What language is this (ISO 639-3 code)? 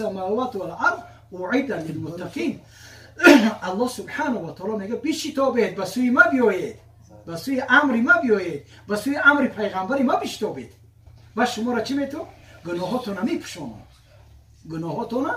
tgk